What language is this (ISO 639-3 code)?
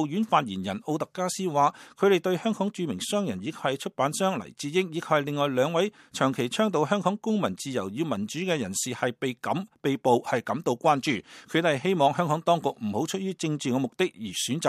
yue